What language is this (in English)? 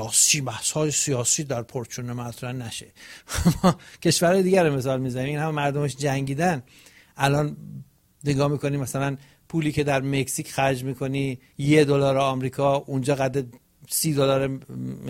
Persian